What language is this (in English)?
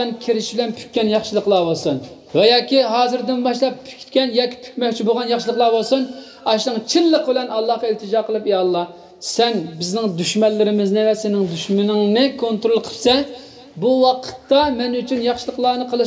Uyghur